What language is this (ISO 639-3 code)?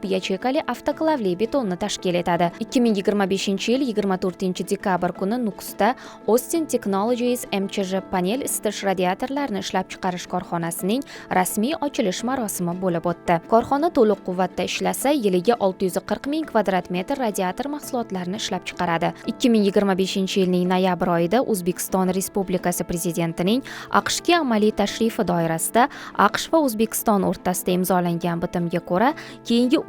uzb